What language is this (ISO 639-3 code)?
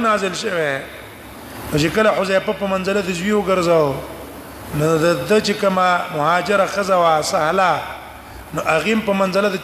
pus